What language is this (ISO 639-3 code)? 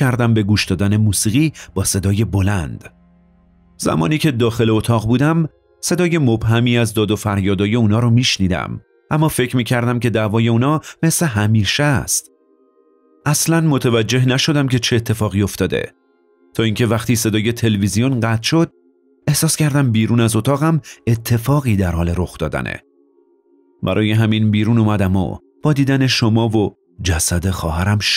fas